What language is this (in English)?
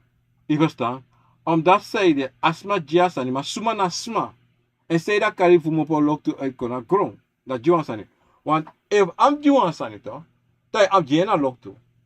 Sranan Tongo